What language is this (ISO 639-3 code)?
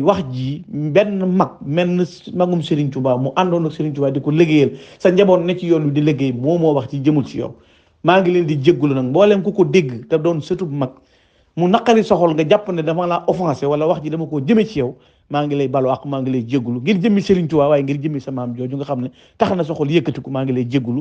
wol